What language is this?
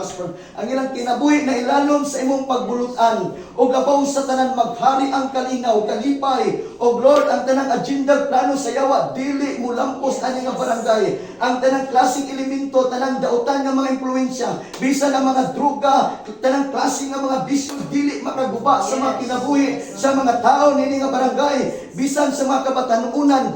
Cebuano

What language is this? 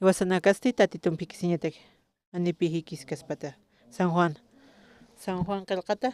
Aymara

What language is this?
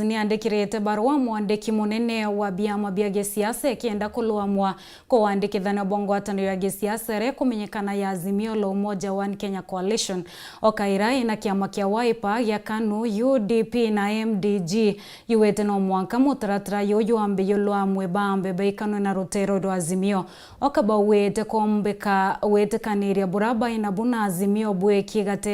Meru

